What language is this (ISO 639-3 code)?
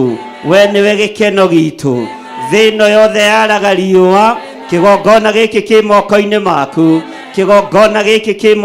kik